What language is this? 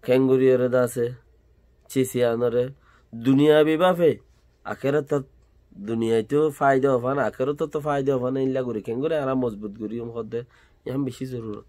Rohingya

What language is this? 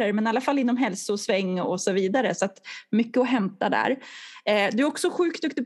Swedish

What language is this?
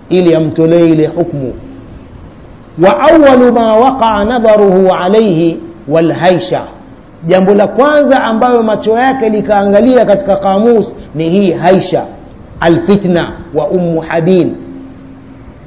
Swahili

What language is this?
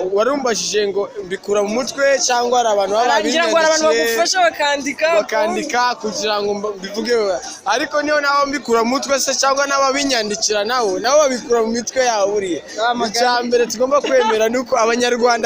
Kinyarwanda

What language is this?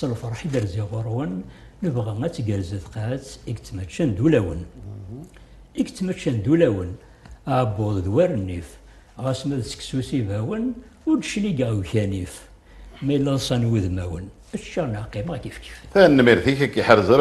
Kabyle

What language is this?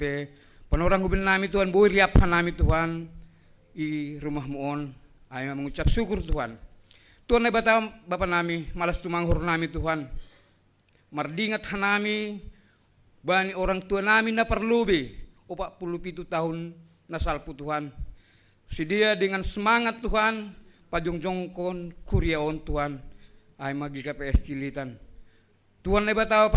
Batak Simalungun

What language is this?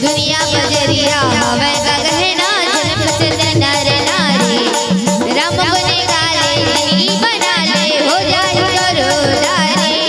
Chhattisgarhi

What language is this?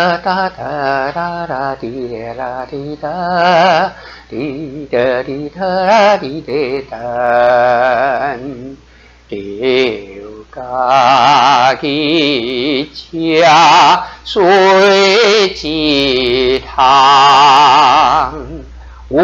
Min Nan Chinese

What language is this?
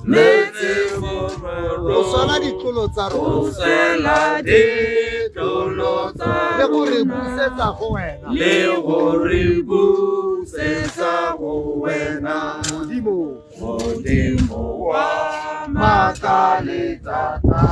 Tswana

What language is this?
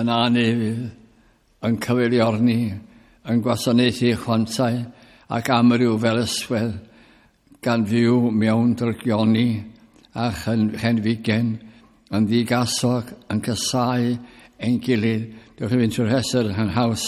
Welsh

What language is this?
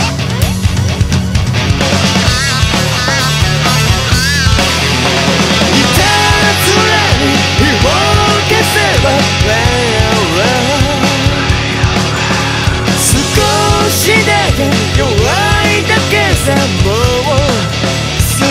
Japanese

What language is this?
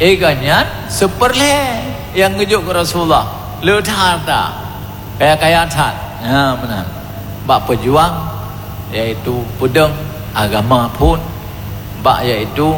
Achinese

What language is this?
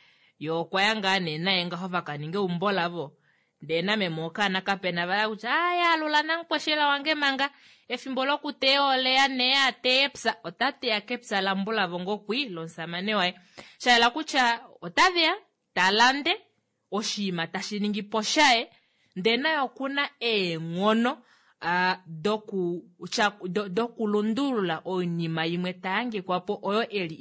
Kuanyama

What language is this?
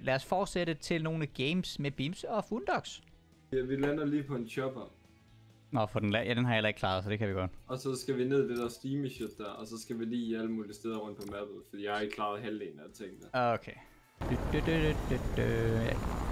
Danish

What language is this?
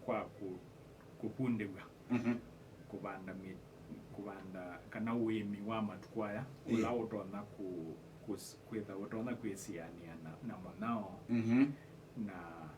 Kamba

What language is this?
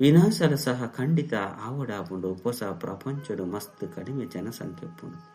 Tulu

